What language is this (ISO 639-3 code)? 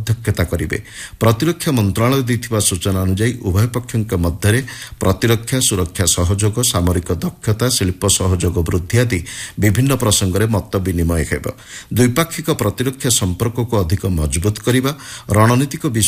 ori